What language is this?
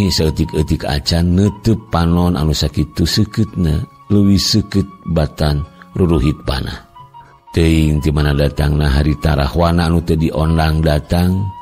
Sundanese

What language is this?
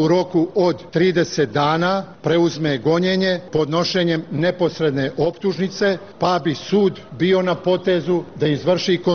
Serbian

